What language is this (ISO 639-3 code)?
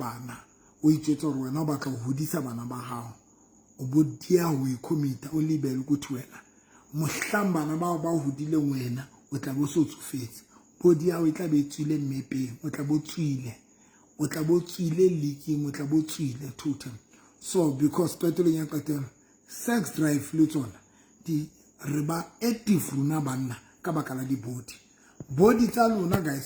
sot